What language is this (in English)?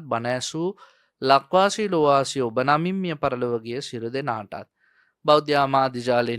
Sinhala